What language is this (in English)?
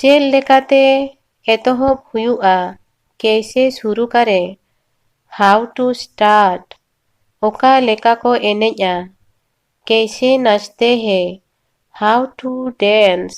Santali